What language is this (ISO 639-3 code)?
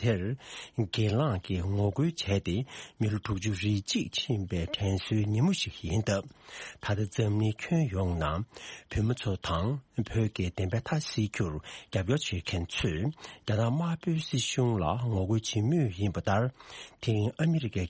bod